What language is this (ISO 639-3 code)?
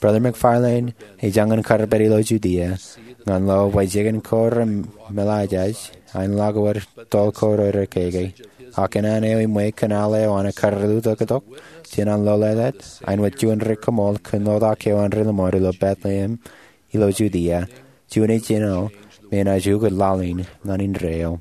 mah